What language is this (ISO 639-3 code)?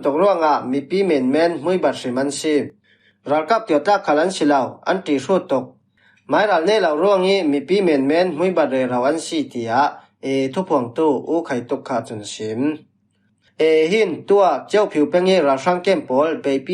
cfm